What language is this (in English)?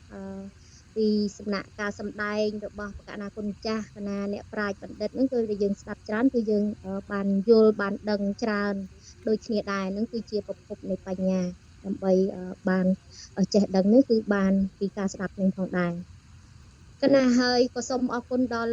Khmer